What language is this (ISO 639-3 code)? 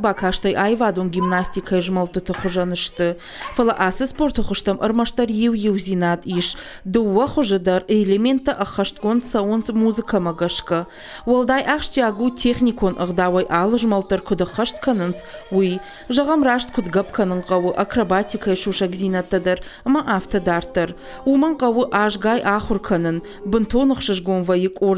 oss